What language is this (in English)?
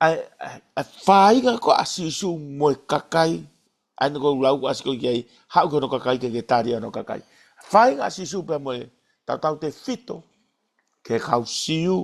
Tongan